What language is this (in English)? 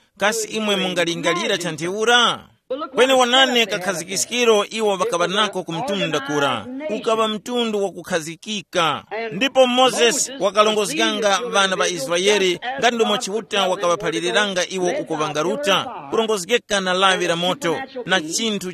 Tumbuka